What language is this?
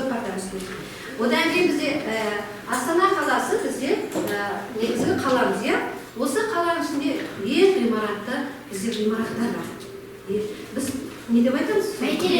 Kazakh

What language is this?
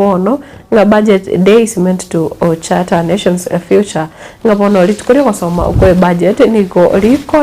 Gusii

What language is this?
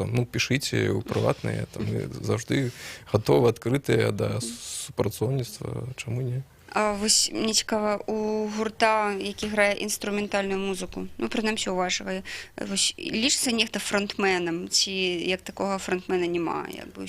Belarusian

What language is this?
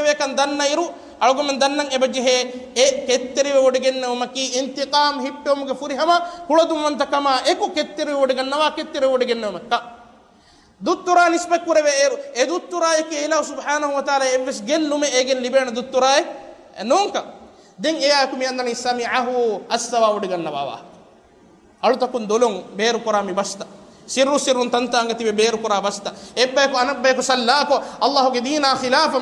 Divehi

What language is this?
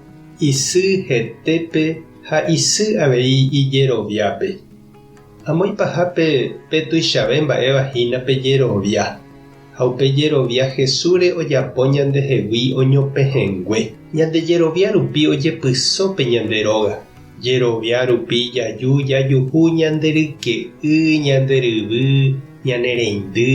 Guarani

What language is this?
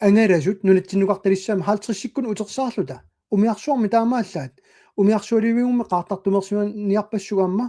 Kalaallisut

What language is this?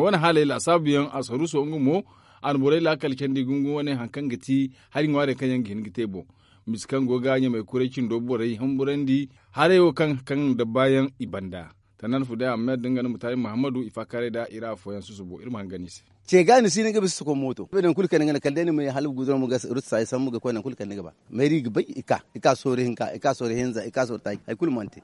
Zarma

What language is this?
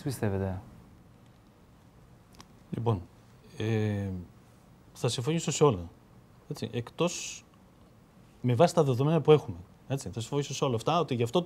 Greek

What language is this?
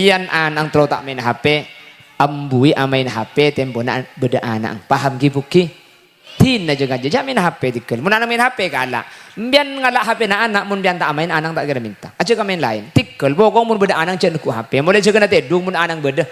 Madurese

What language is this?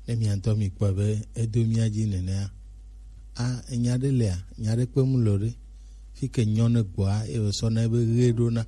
Gen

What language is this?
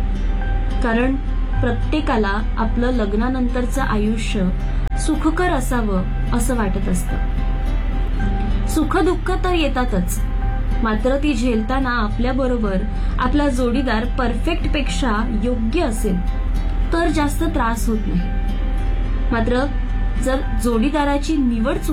Marathi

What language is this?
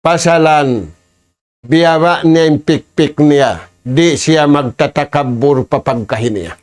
Tausug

